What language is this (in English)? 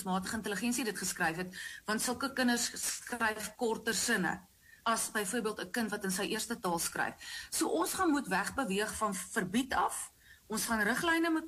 Afrikaans